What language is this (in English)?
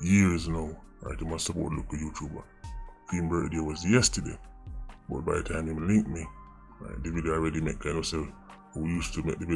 Jamaican Creole English